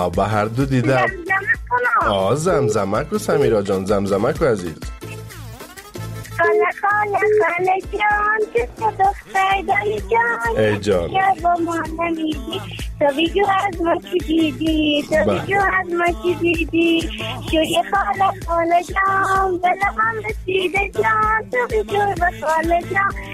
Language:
Persian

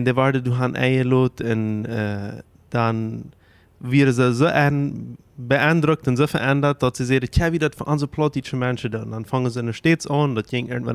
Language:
Plautdietsch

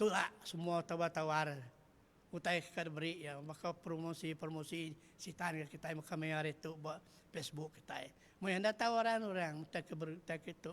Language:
Iban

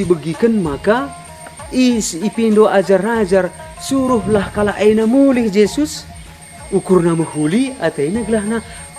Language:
Batak Karo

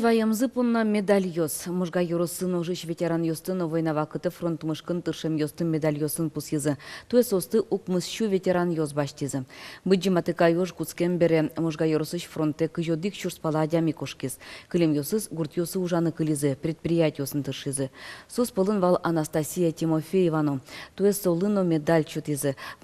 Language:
Udmurt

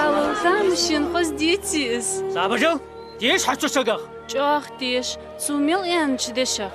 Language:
Ingush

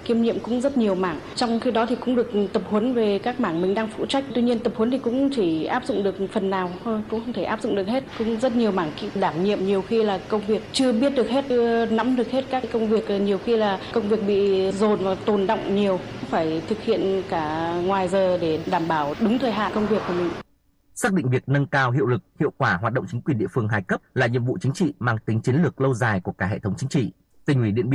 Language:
Vietnamese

